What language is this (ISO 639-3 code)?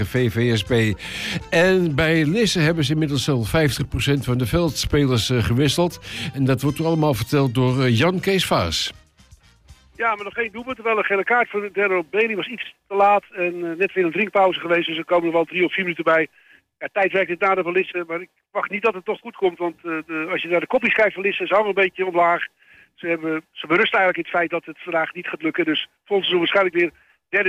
nld